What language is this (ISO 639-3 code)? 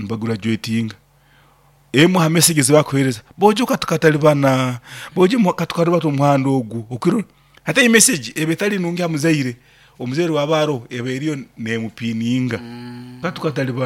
nyn